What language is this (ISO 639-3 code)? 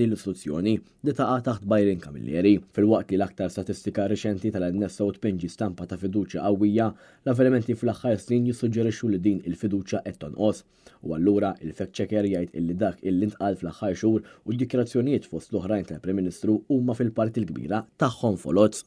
mlt